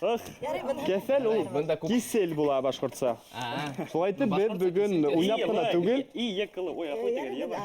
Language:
Bashkir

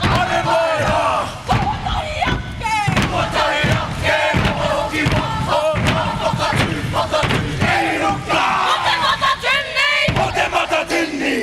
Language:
Māori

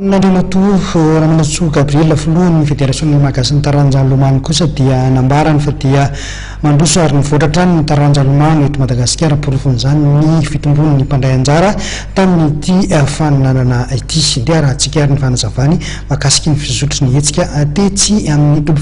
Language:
Malagasy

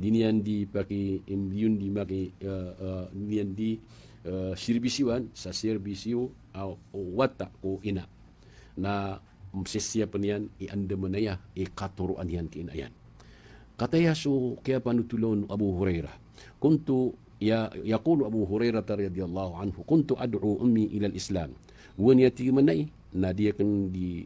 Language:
Maranao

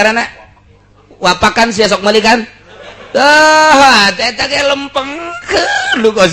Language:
Sundanese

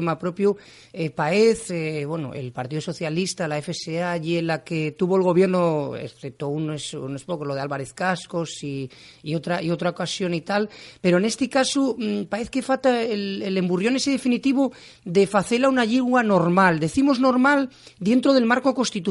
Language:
Asturian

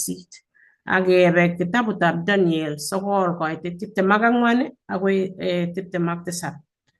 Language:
Kalenjin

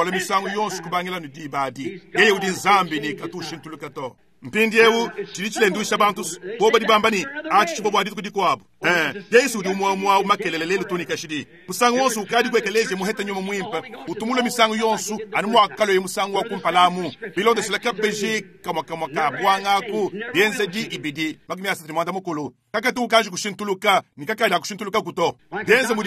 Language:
Luba-Lulua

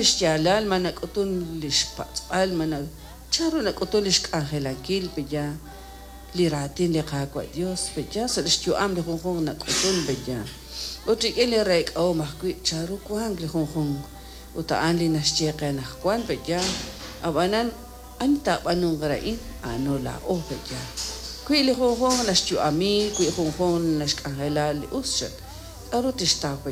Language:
Kekchí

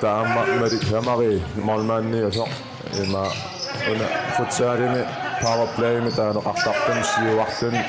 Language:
Kalaallisut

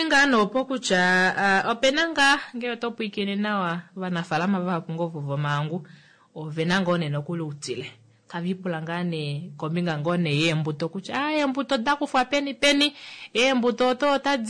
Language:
Kuanyama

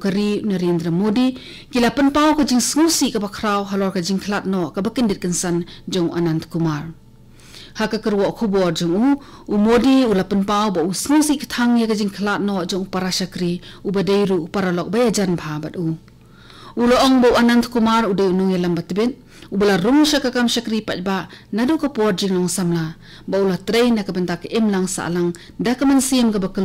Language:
Khasi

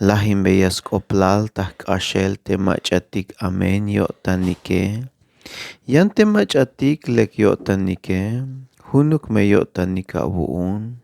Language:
Tzeltal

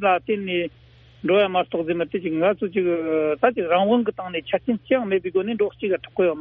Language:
Tibetan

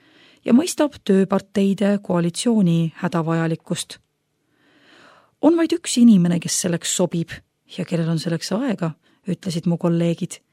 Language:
Estonian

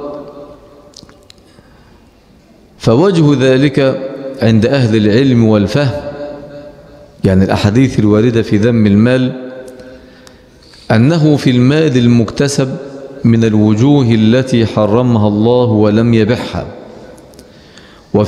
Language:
Arabic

